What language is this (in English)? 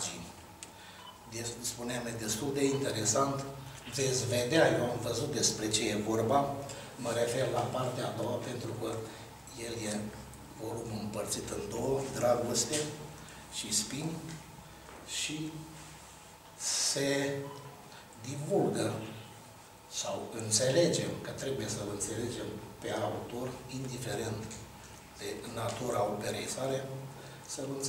Romanian